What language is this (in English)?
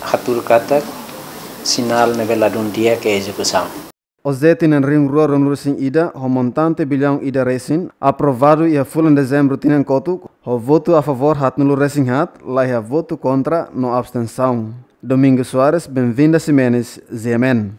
Tetum